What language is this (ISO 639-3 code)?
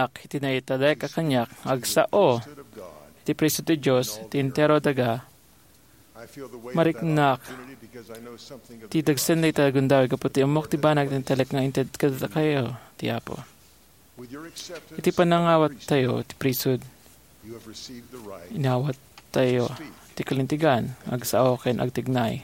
ilo